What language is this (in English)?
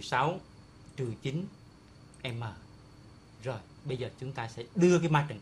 Vietnamese